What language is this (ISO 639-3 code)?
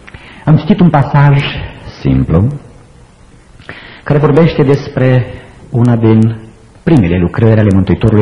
ron